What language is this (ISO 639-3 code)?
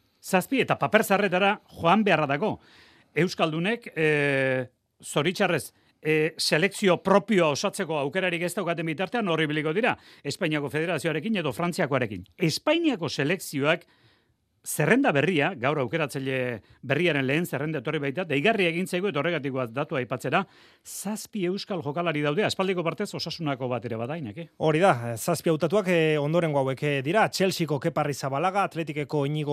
eus